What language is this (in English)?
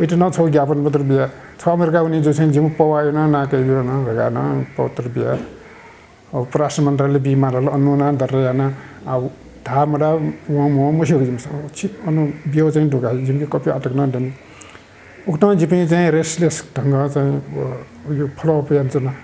Newari